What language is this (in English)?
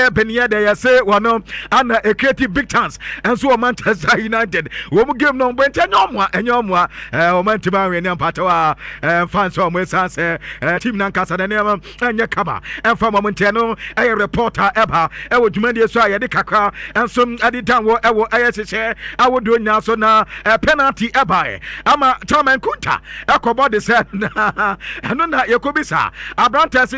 Akan